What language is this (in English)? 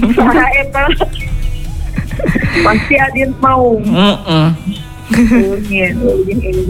Indonesian